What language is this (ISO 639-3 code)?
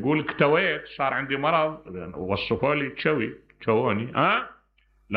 acm